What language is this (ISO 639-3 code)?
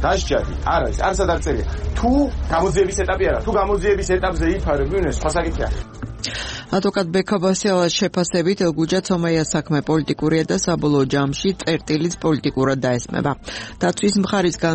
kat